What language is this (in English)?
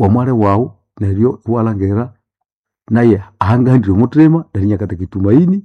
Nande